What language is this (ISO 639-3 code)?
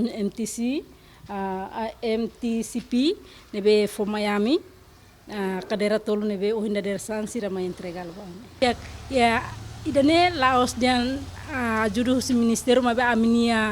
tet